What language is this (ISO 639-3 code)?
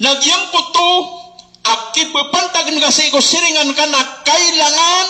mrw